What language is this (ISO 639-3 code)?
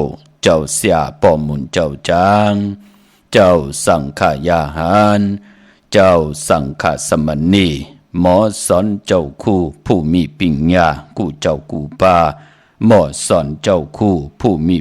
shn